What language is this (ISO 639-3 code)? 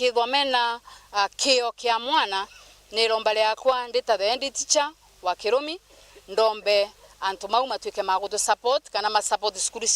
mer